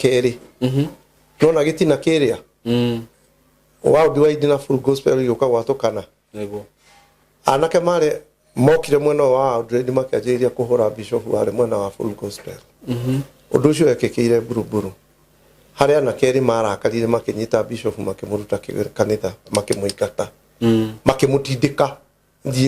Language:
Kikuyu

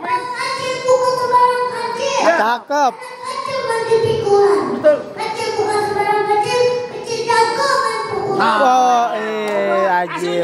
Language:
Betawi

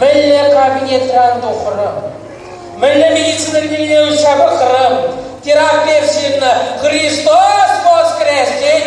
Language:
Chuvash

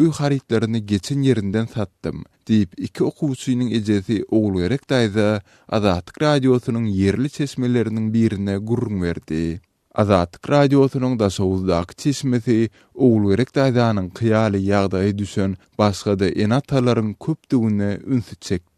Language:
Turkmen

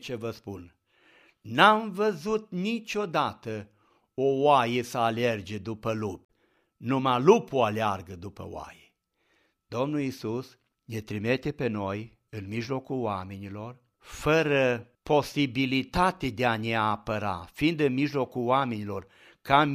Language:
Romanian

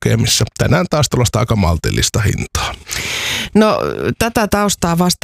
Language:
Finnish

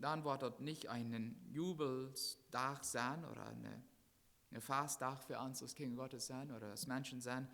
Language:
Plautdietsch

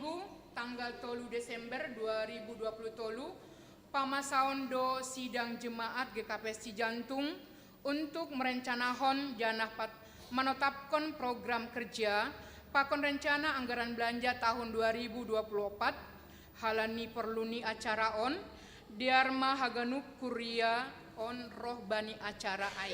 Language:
Batak Simalungun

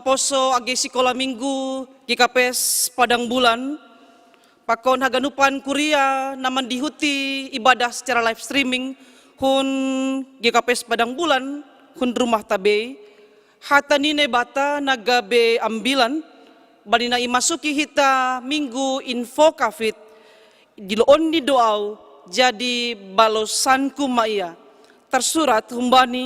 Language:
Batak Simalungun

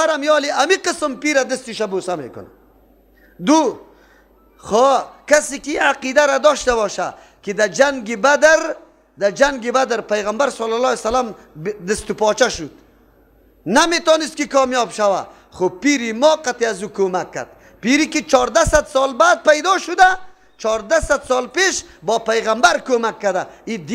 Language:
Persian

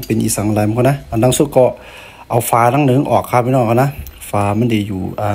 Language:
Shan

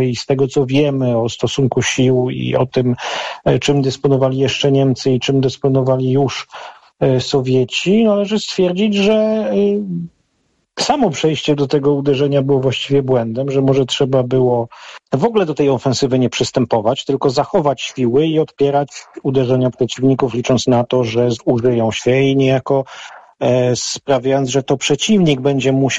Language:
Polish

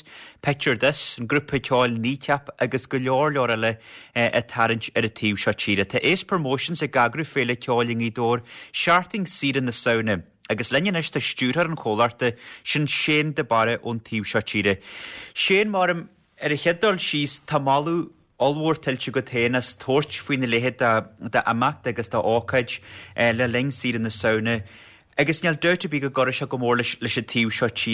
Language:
Irish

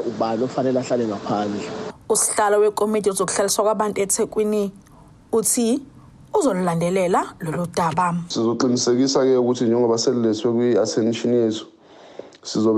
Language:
Zulu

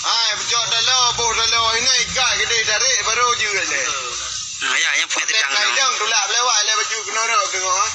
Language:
Achinese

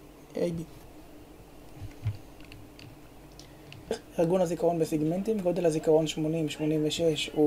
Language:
Hebrew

